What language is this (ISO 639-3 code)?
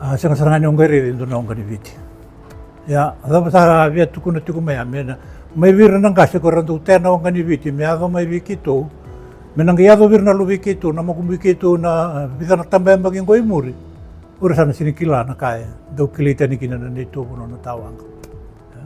fij